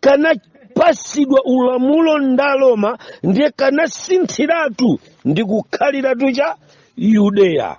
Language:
Nyanja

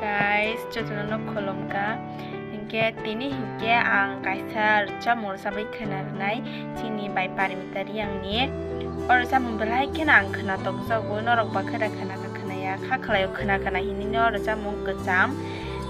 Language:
Kok Borok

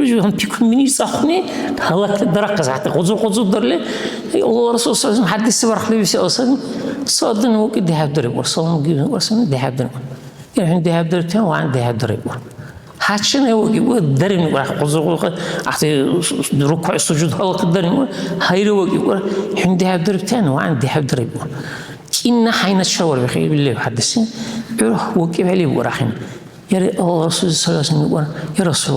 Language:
Dargwa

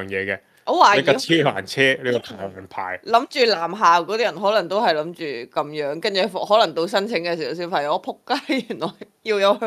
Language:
Cantonese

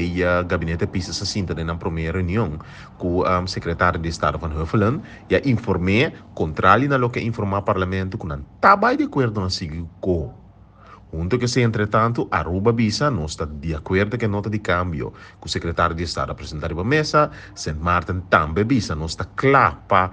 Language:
Papiamento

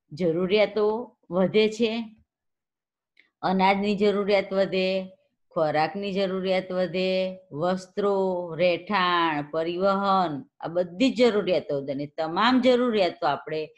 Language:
Gujarati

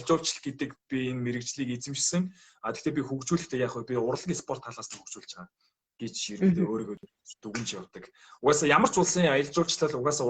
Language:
Mongolian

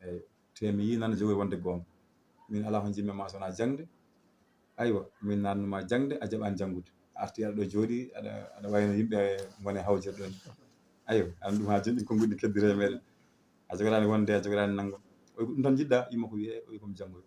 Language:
Fula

